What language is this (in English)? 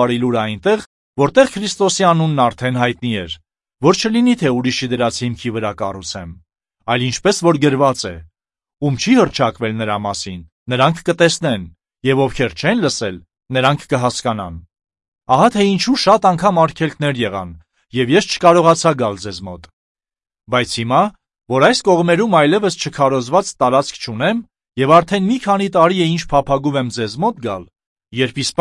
Armenian